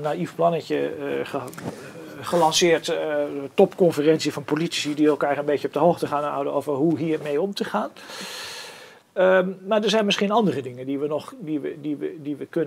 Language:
Dutch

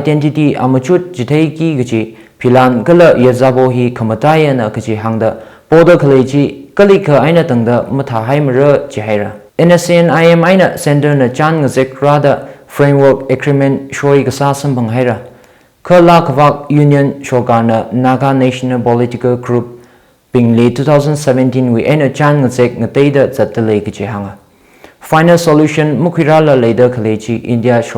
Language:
Tangkhul Naga (India)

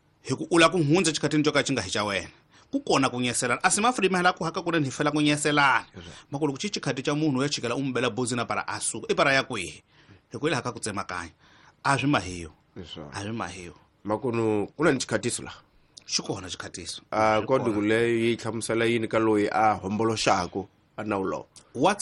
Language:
Tsonga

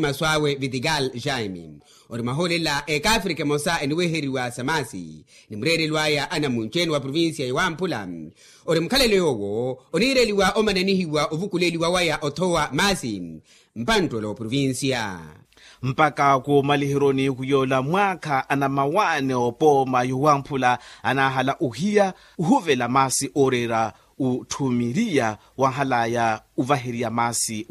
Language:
Makhuwa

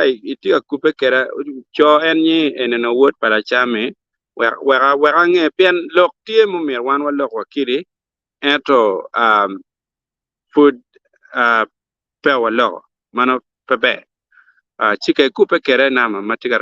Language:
Acoli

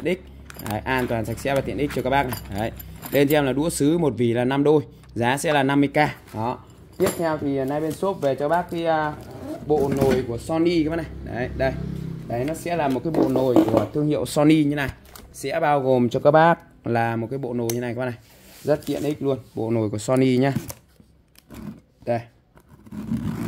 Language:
Vietnamese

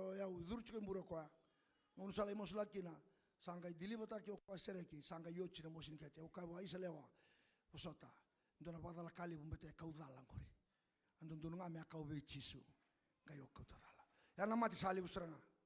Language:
Fijian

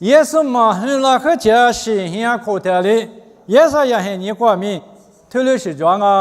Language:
Lisu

